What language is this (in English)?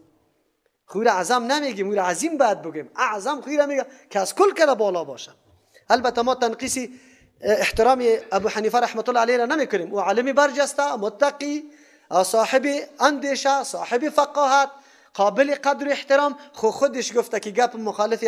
Persian